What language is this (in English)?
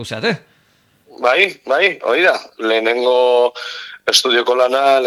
Basque